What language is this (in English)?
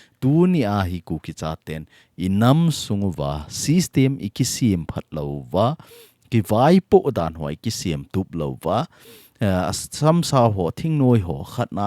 Thado Chin